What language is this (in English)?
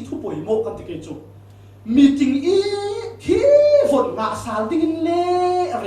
Falam Chin